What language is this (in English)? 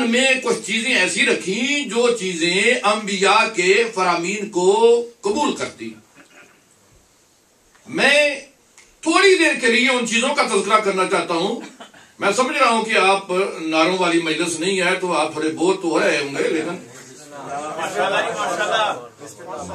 Urdu